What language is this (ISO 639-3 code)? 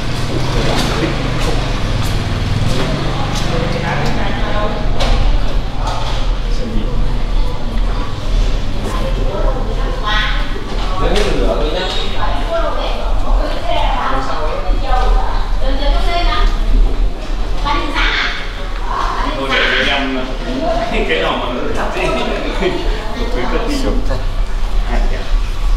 vie